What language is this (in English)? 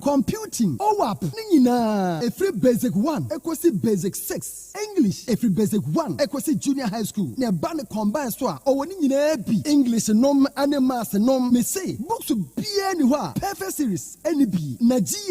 Akan